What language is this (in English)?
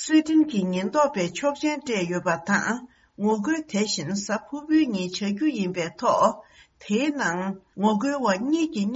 Tibetan